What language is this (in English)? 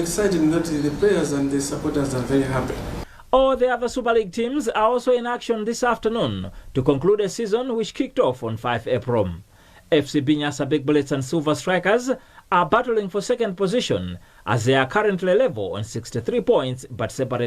English